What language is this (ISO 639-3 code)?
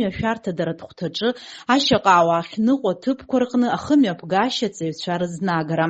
abk